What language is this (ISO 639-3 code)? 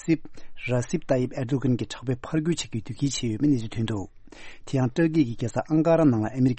bod